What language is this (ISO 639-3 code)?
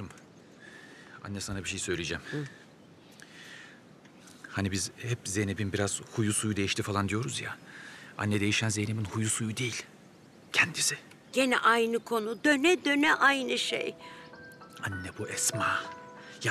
tur